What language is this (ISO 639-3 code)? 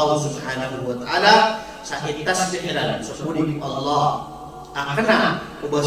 mrw